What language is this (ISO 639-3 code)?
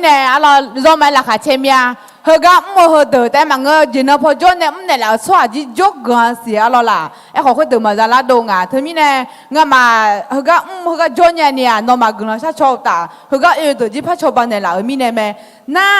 ahk